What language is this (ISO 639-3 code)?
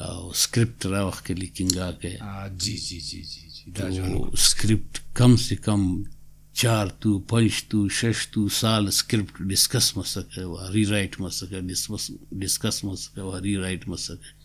brh